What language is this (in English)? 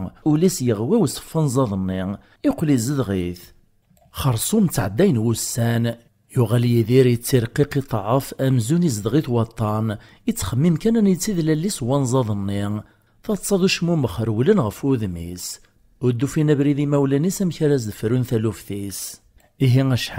Kabyle